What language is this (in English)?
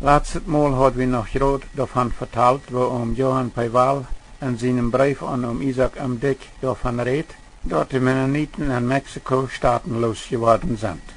Plautdietsch